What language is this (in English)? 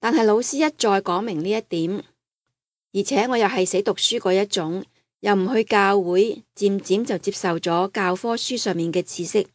Cantonese